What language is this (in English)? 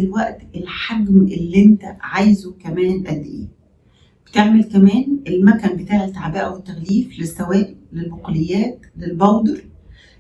Egyptian Arabic